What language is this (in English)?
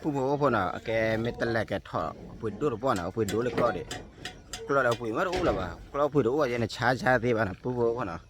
S'gaw Karen